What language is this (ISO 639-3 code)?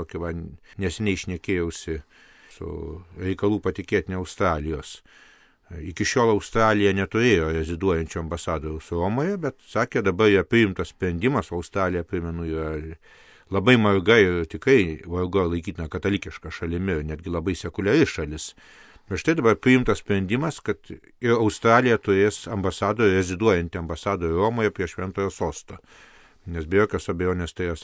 lit